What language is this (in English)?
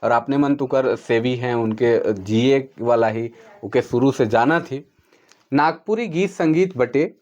Sadri